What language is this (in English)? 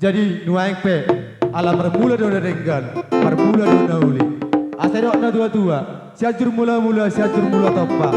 Batak Toba